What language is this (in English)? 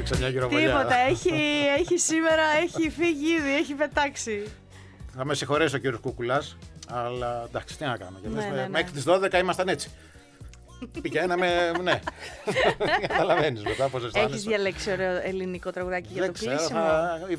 Greek